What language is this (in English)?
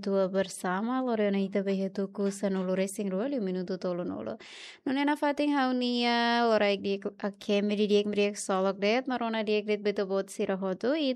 Tetum